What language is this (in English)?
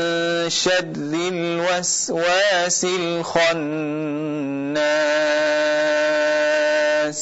Indonesian